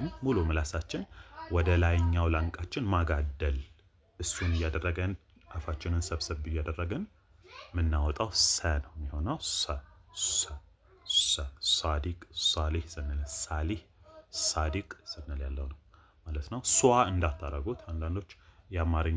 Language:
Amharic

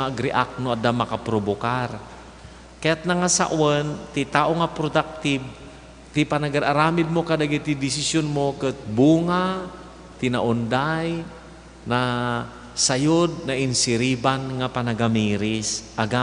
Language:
Iloko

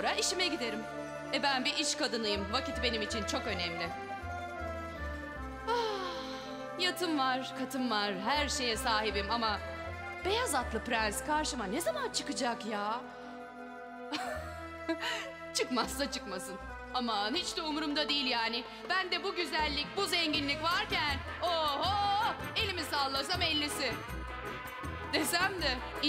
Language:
Turkish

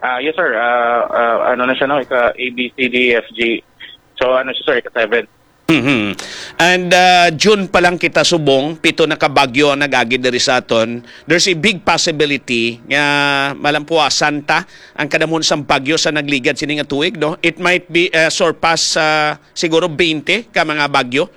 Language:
Hiligaynon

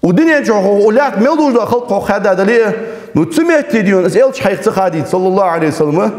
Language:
Ingush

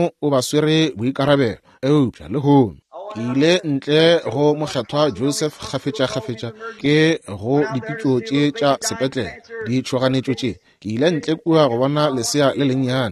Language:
Northern Sotho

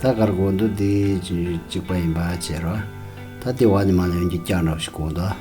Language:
Tibetan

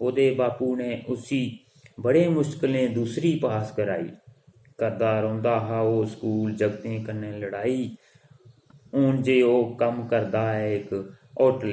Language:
Dogri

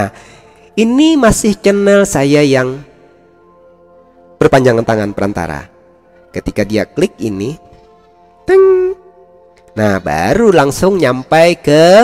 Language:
Indonesian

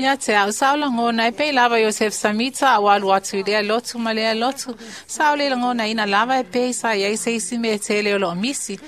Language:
Samoan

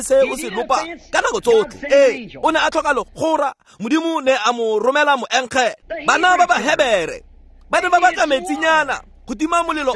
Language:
Tswana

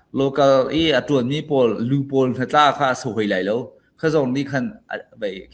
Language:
Falam Chin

